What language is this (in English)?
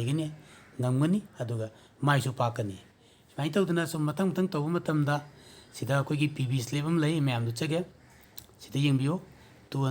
Manipuri